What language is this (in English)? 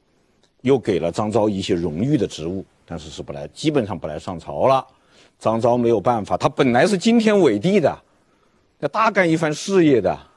Chinese